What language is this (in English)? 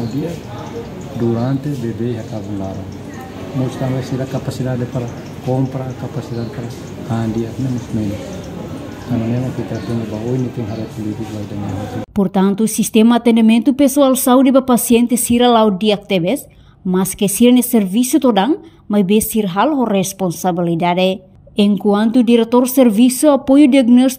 Tetum